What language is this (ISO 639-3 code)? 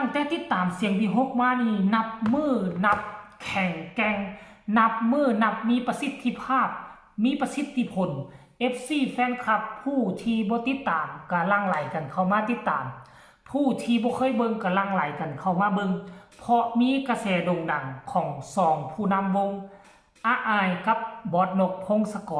tts